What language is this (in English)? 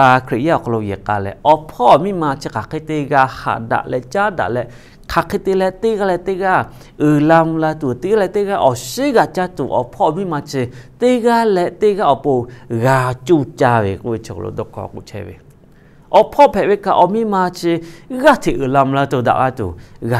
Lahu